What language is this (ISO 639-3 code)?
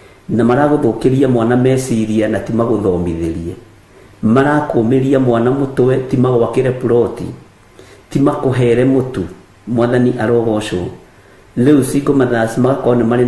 kik